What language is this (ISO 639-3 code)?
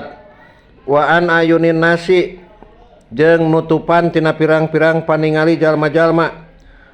sun